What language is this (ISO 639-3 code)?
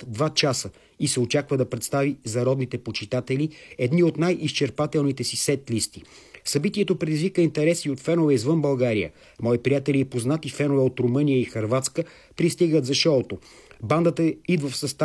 bul